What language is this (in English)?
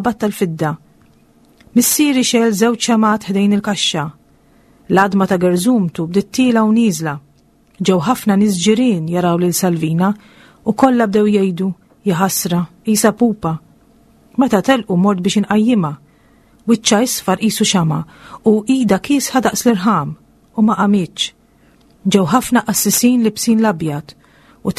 Maltese